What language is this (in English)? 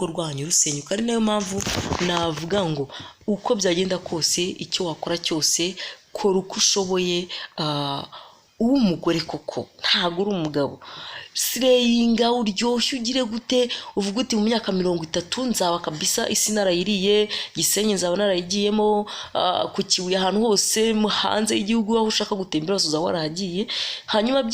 Kinyarwanda